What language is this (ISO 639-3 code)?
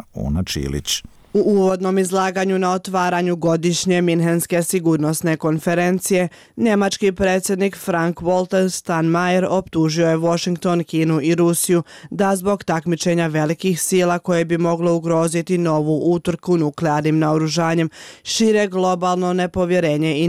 bos